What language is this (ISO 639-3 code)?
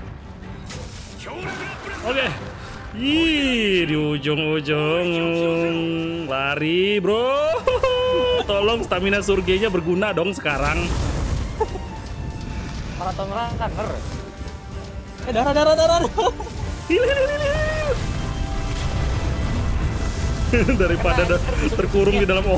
ind